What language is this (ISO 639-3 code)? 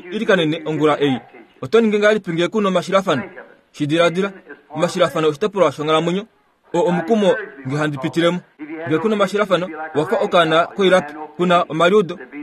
kua